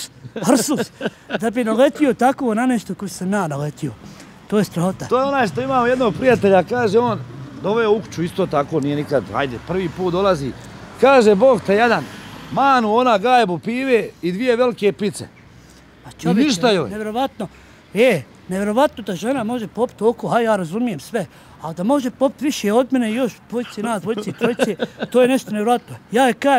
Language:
Bosnian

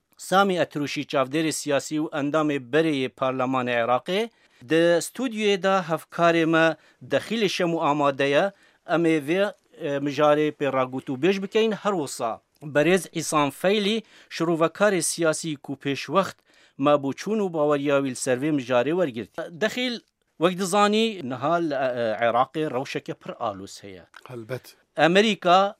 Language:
Kurdish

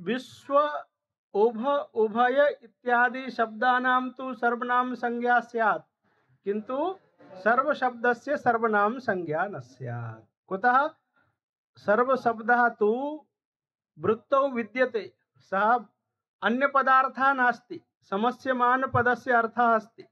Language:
Sanskrit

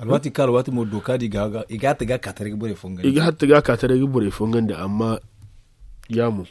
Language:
Zarma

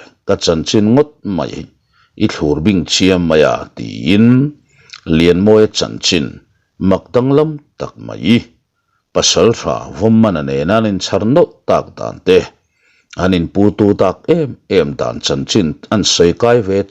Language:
Mizo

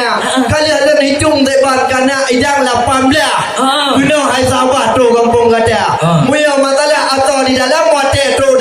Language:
Achinese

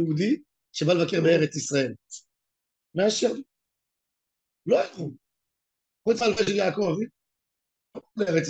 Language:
Hebrew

